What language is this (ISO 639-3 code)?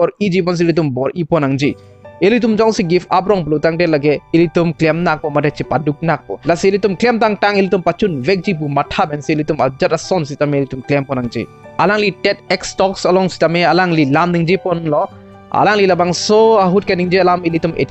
mjw